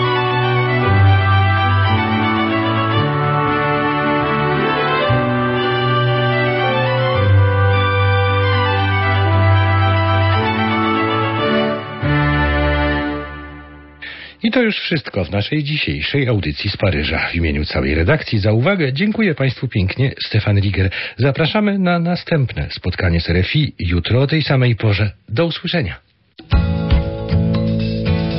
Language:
Polish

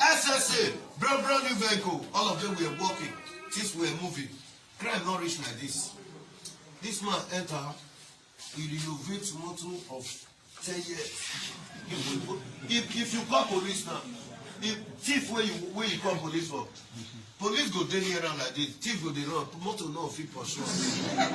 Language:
Nigerian Pidgin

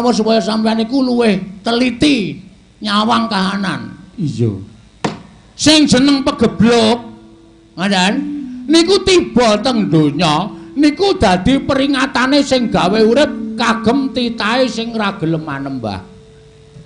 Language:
Javanese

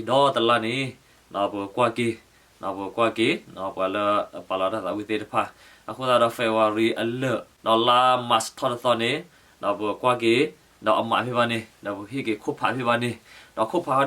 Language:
S'gaw Karen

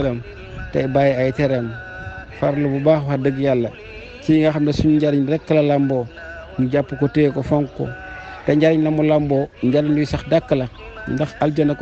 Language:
Wolof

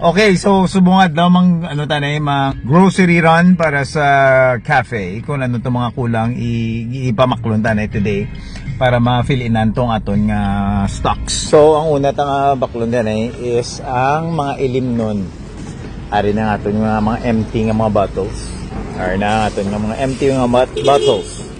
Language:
Hiligaynon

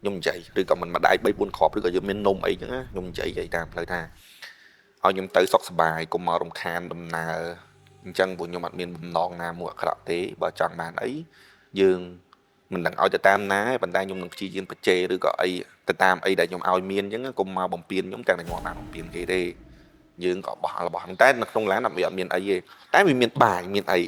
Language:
Khmer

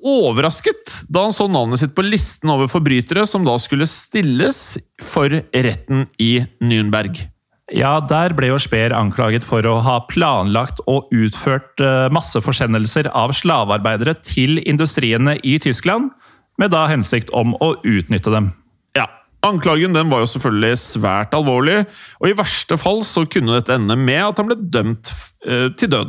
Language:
Norwegian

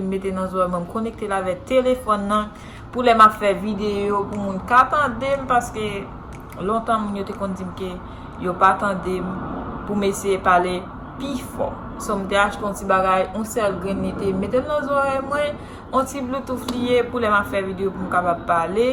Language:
Haitian Creole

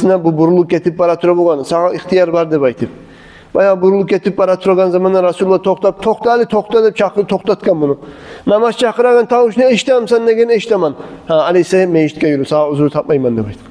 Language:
Kumyk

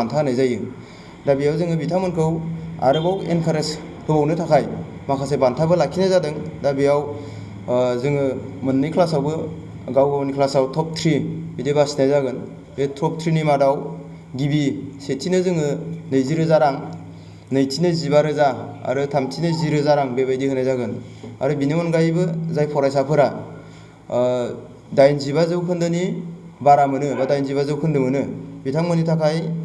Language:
Bodo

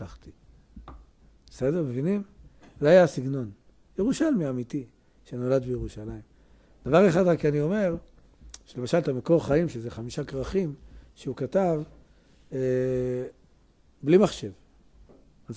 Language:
Hebrew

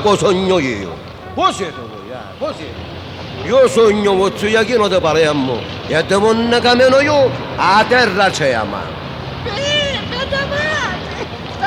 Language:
Sicilian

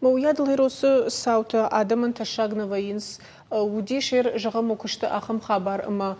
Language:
Ossetic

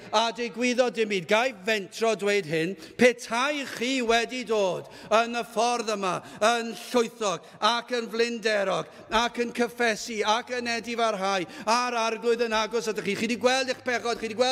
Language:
Welsh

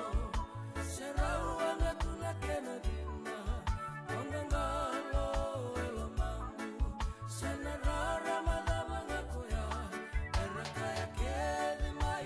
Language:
Fijian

